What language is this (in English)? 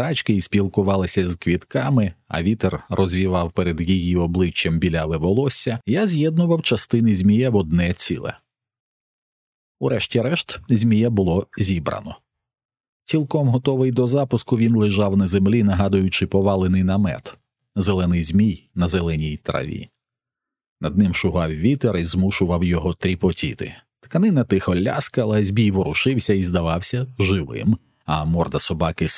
Ukrainian